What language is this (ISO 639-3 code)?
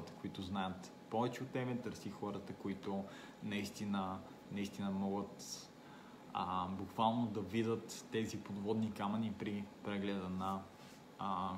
bul